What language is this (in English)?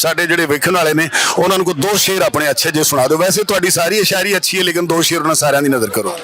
Western Panjabi